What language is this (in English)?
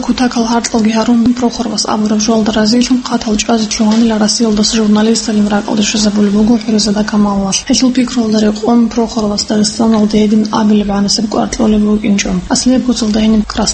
Avaric